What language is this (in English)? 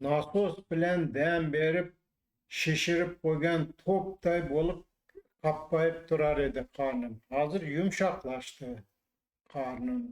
Uzbek